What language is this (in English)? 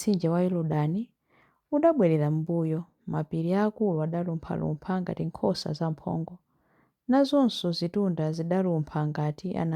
Nyanja